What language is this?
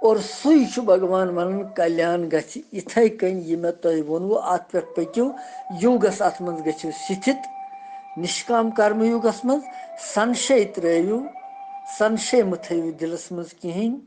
Kashmiri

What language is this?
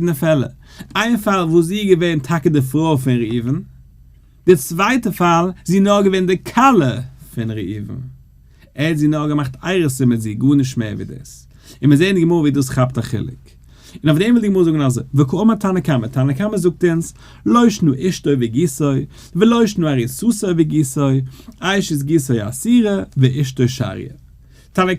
Yiddish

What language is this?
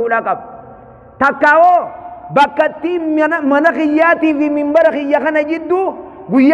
Oromo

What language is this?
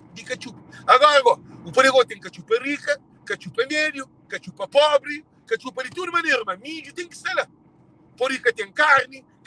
Kabuverdianu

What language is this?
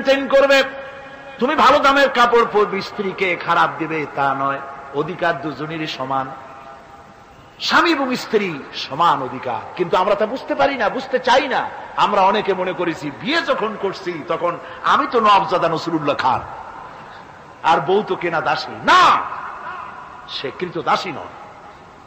Bangla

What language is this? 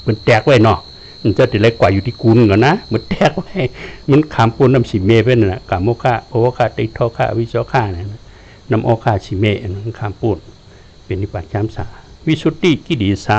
Shan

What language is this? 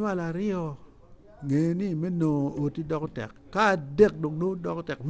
Acoli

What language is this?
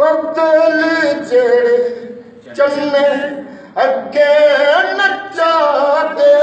Dogri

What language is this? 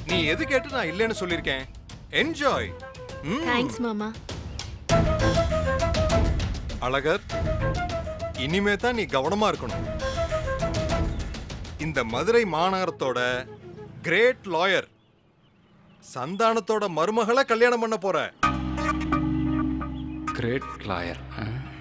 Tamil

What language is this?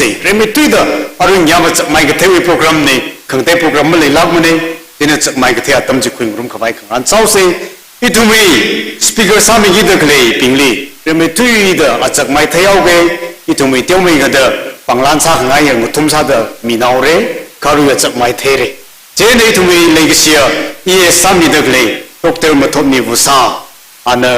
Tangkhul Naga (India)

